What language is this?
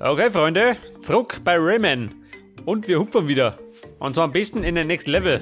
Bavarian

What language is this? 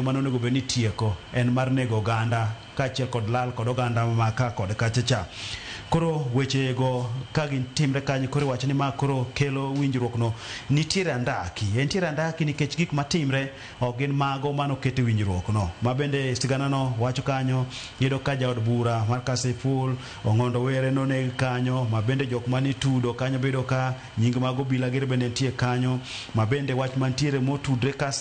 Luo (Kenya and Tanzania)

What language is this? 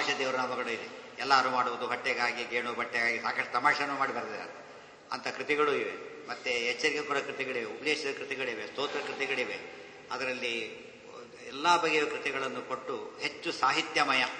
Kannada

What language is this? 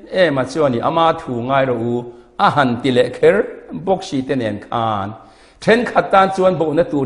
Mizo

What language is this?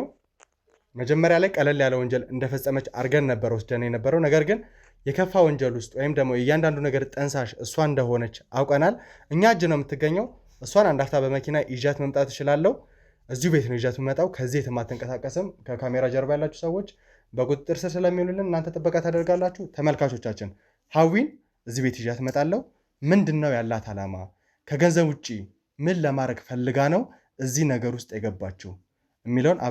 Amharic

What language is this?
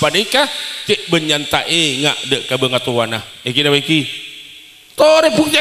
Madurese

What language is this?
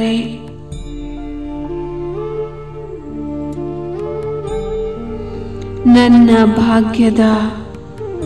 Kannada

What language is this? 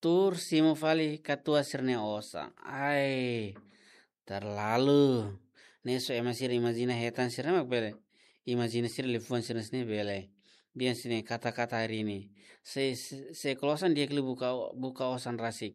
Tetum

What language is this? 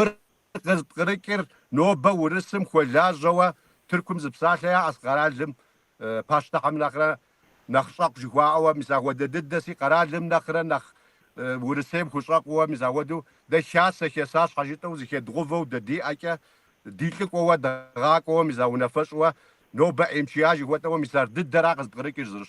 Kabardian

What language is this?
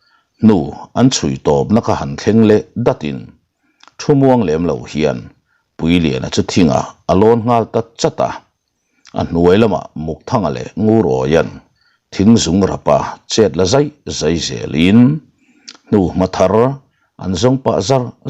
Mizo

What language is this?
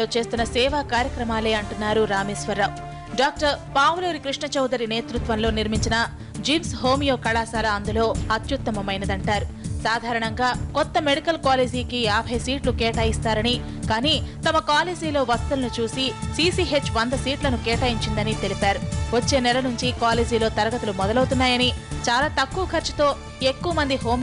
Telugu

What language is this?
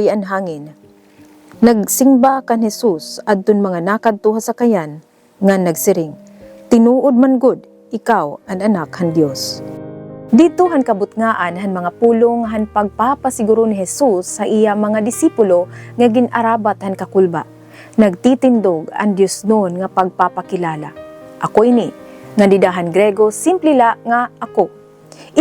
Waray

